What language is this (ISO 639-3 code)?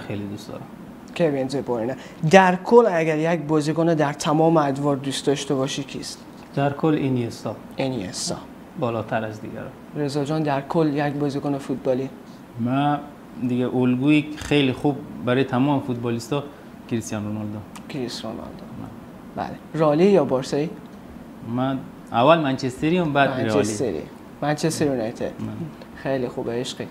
fas